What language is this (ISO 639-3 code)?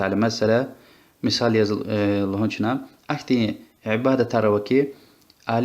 lez